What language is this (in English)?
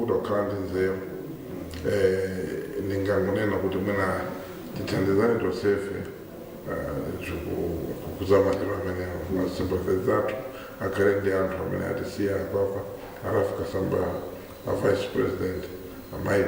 Nyanja